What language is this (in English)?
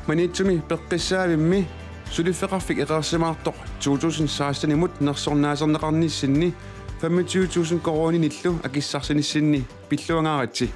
Kalaallisut